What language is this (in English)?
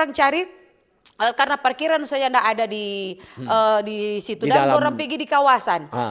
Manado Malay